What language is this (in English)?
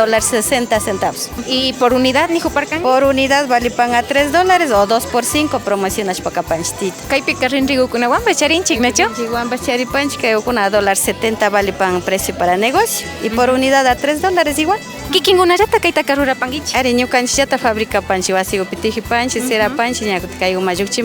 Imbabura Highland Quichua